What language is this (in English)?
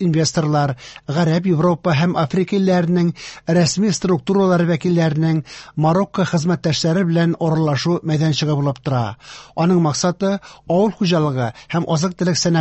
Tatar